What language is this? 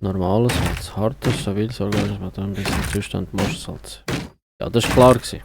Swiss German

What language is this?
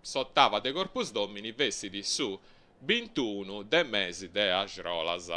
Sardinian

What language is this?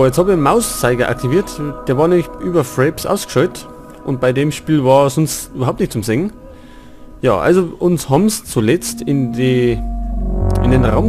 Bavarian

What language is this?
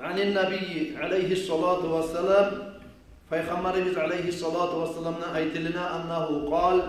Kumyk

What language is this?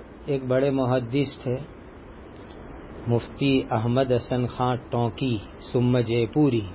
Urdu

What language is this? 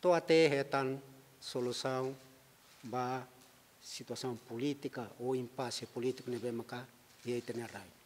Tetum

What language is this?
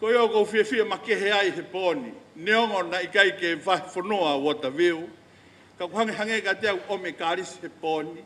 Tongan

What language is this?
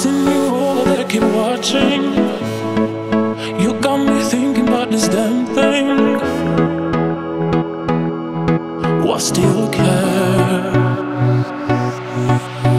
English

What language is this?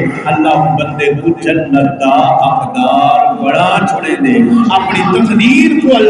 Saraiki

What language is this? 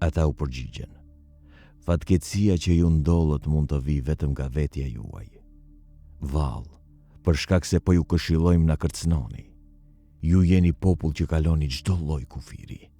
Albanian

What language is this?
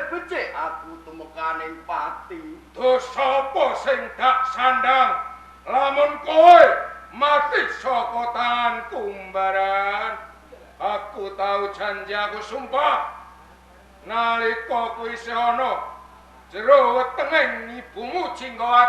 Javanese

